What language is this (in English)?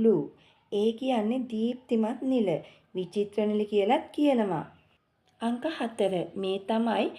Sinhala